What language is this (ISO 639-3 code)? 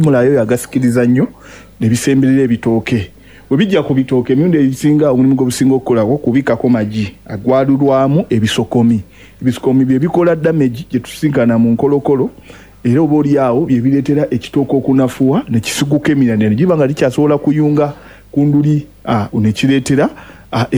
lug